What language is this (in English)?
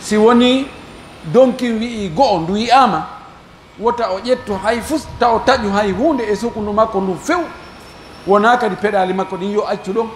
Pular